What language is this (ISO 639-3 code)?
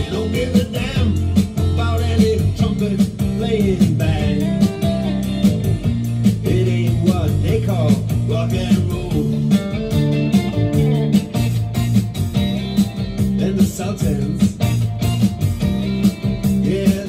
eng